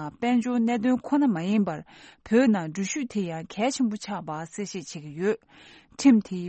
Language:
Tibetan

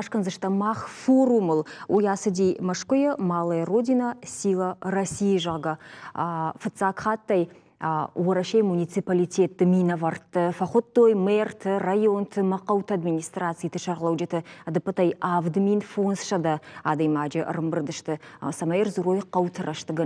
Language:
Ossetic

